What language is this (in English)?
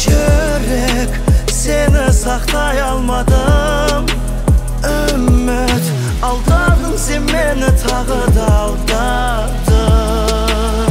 Kazakh